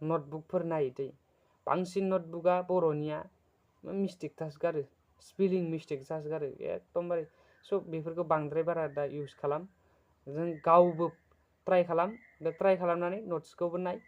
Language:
Bodo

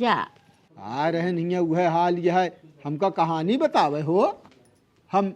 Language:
Awadhi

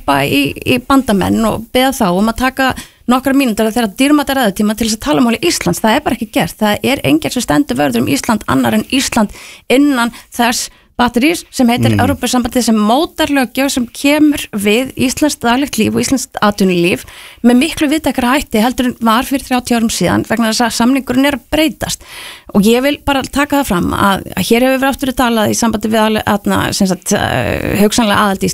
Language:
Icelandic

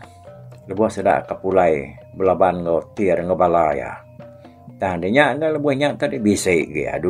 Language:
Iban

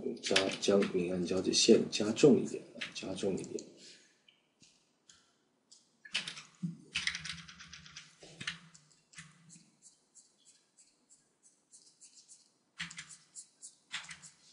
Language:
Chinese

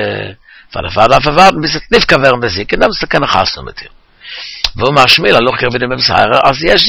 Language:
Yiddish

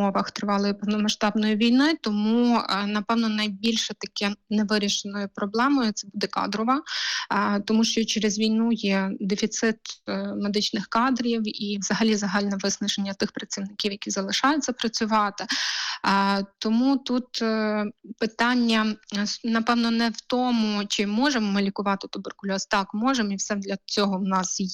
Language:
Ukrainian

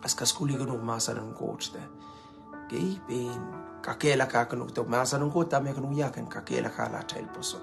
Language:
Pohnpeian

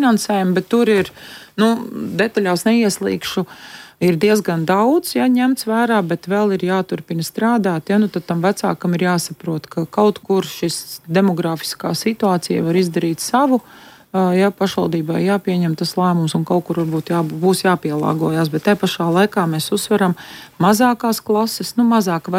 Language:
Latvian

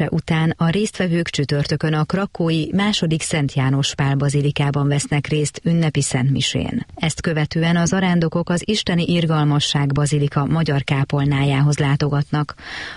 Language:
Hungarian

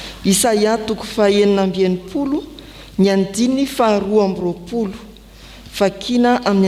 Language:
Malagasy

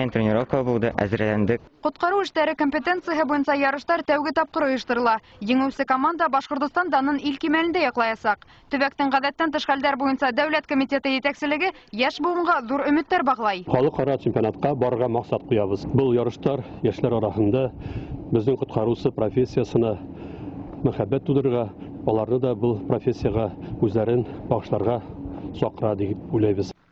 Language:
Bashkir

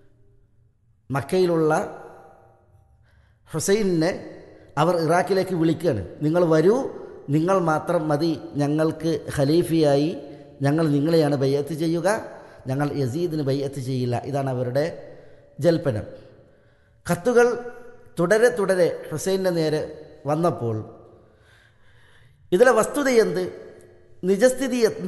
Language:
Malayalam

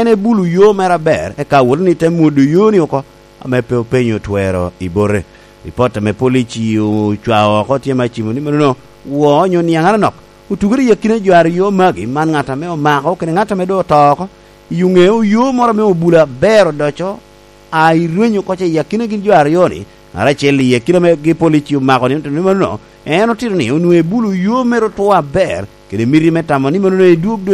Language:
Lango (Uganda)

